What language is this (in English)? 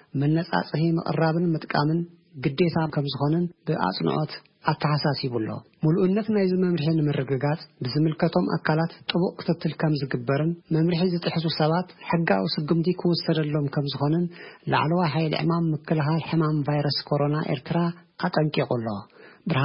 Tigrinya